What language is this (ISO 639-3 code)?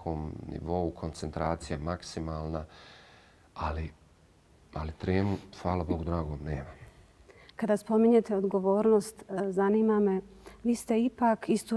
bos